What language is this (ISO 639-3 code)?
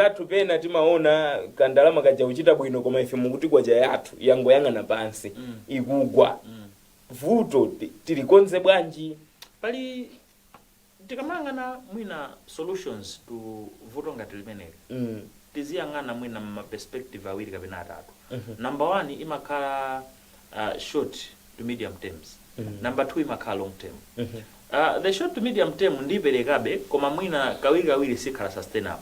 nya